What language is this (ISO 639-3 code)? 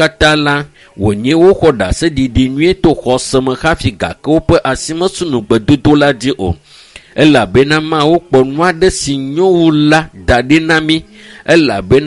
ewe